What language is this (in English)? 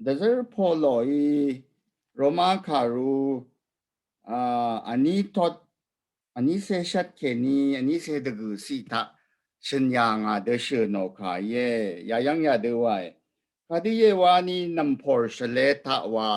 Rawang